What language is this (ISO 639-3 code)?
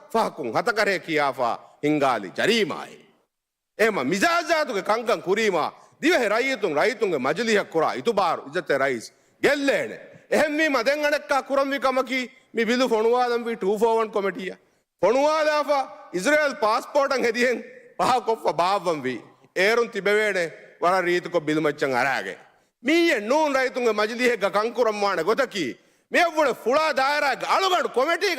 div